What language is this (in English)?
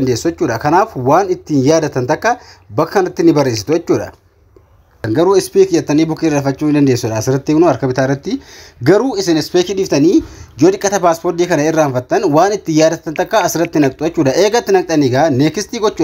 Oromo